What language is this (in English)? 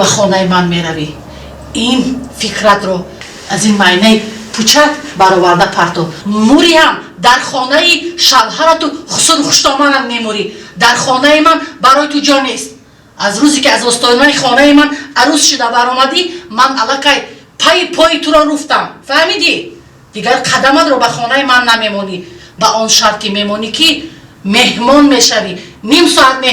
Tajik